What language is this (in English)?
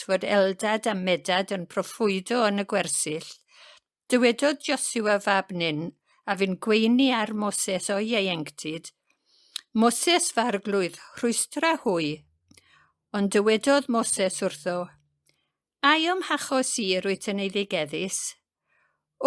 Welsh